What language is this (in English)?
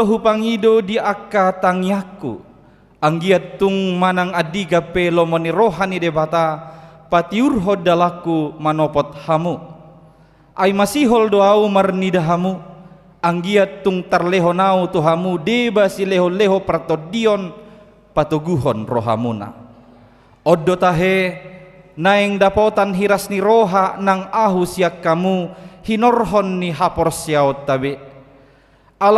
Batak Toba